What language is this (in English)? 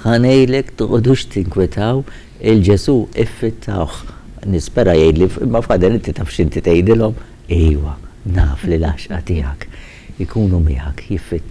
Maltese